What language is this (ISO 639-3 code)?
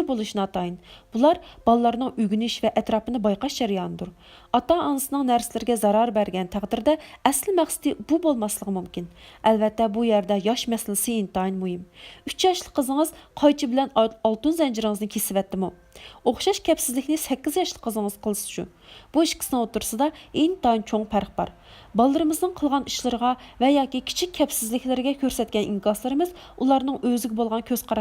uig